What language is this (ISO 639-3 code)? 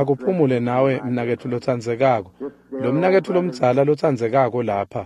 ssw